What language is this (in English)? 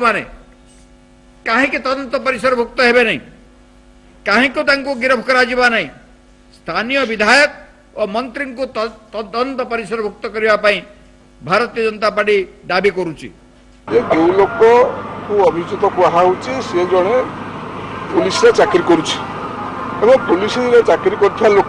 Odia